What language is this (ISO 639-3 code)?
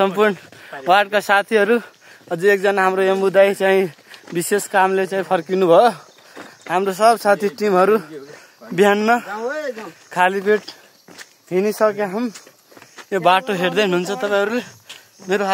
nep